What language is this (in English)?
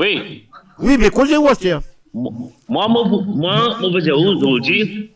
Morisyen